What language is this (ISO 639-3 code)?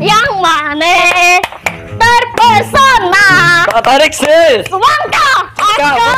bjn